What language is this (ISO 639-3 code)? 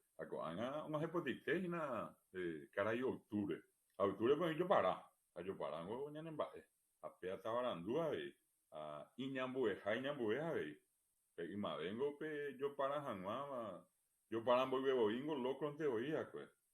grn